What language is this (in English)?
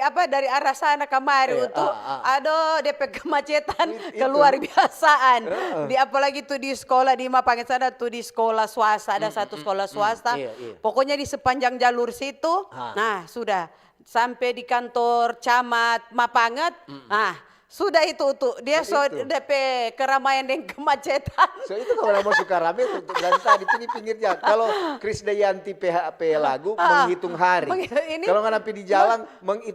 Manado Malay